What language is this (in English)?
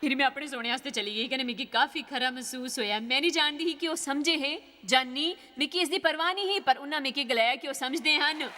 Dogri